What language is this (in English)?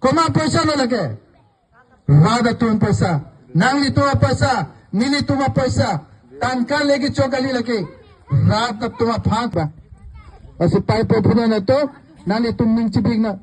Karbi